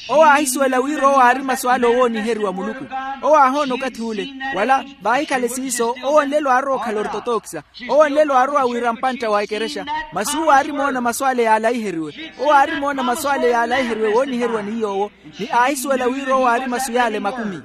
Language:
Makhuwa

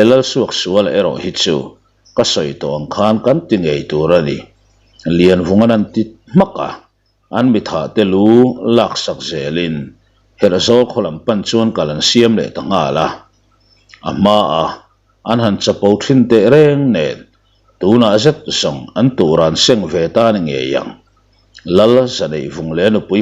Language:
Mizo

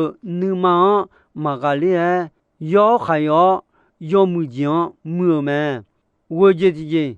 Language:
Akha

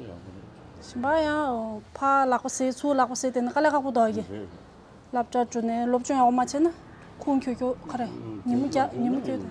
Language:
Tibetan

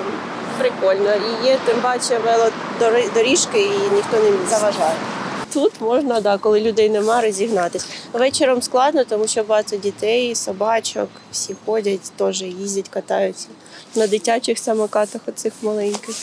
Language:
Ukrainian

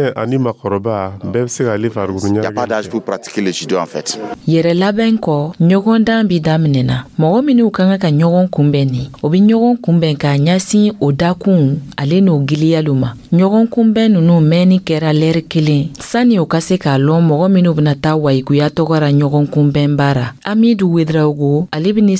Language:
Dyula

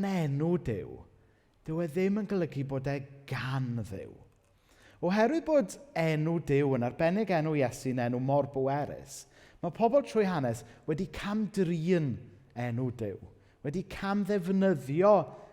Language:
Welsh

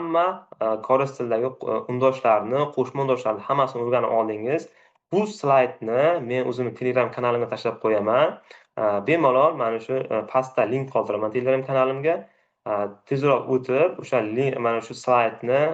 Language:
Uzbek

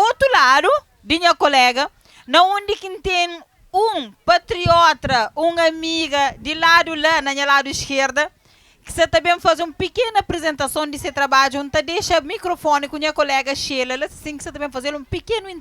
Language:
Kabuverdianu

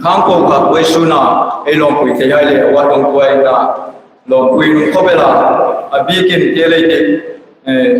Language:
Hmar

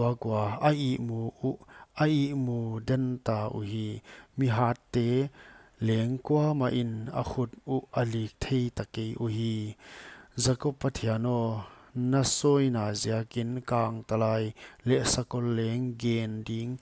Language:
Paite Chin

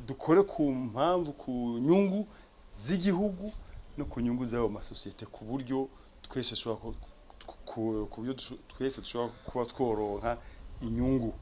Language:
Rundi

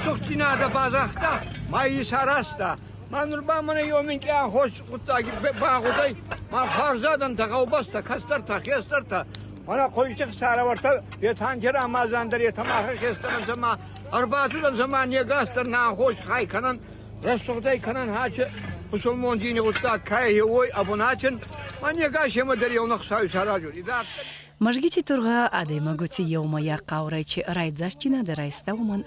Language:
Ossetic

